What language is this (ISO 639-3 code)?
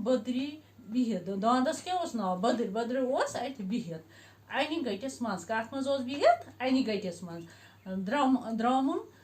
kas